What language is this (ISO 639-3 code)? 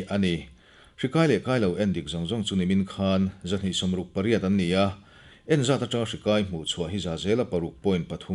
lus